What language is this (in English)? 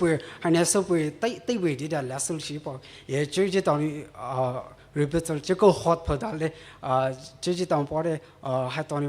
Poumei Naga